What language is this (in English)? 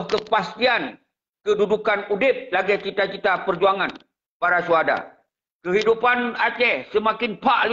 Achinese